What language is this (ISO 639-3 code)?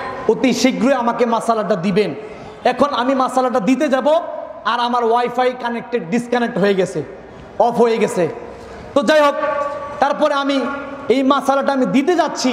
ben